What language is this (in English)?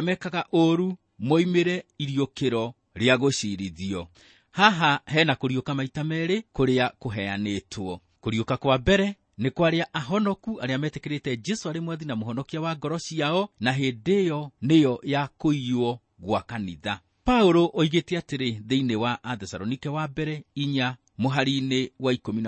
Kikuyu